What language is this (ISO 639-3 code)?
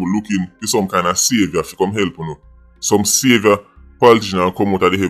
jam